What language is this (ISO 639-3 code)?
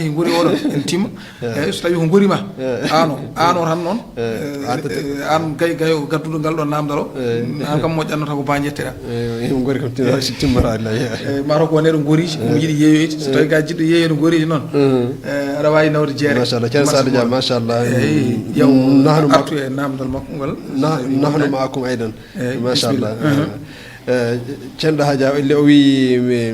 ful